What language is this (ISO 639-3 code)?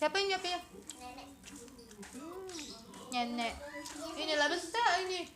mui